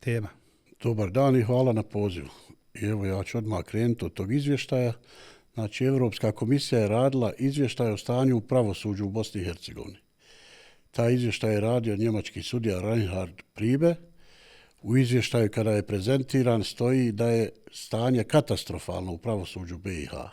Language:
Bosnian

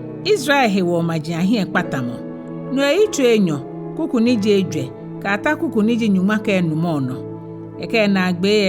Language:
Ga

